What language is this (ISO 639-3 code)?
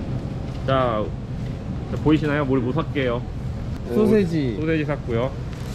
kor